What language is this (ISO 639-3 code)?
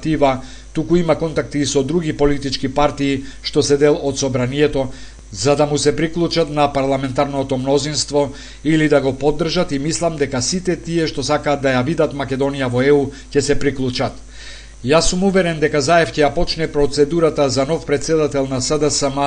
mkd